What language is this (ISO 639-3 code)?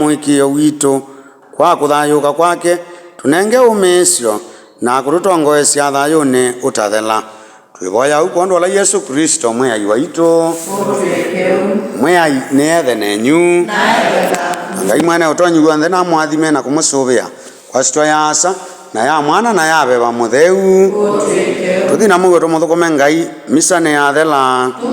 kam